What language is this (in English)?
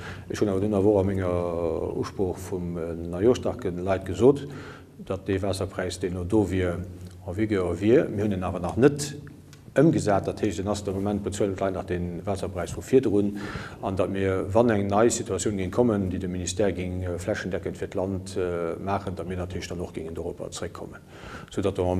Luxembourgish